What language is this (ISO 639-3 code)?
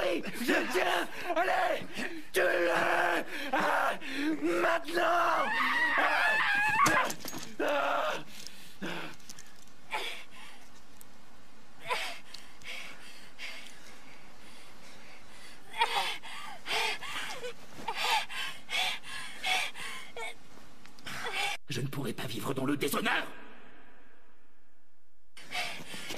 fra